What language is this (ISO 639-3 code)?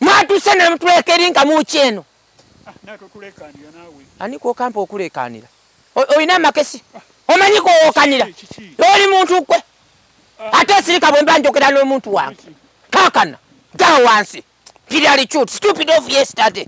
lug